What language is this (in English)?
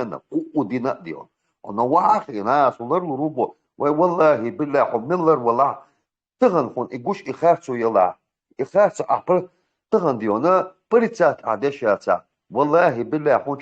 Chechen